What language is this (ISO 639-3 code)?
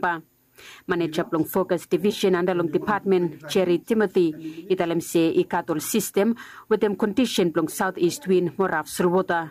bis